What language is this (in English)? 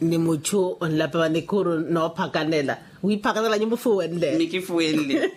Makhuwa